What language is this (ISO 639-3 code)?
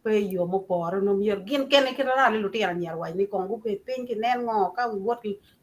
ach